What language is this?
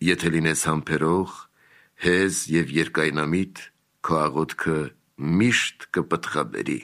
Armenian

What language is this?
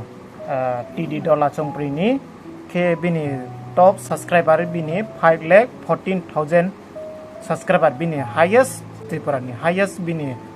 Riang (India)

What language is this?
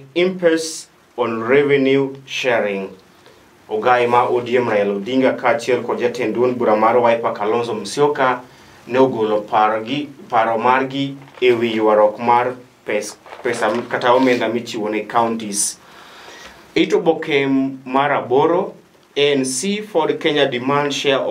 Luo (Kenya and Tanzania)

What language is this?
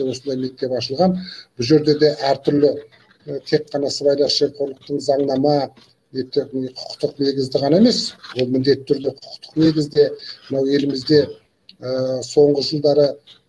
Kazakh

